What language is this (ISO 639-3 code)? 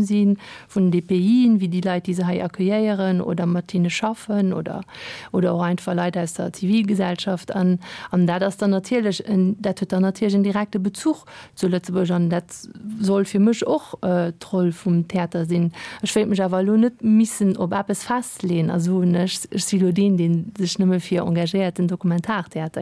ltz